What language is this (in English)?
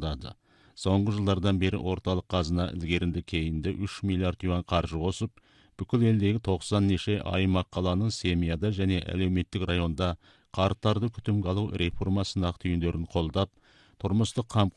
Kazakh